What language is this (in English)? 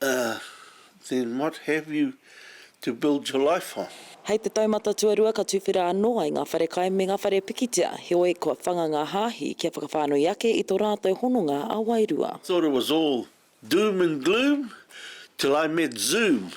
Māori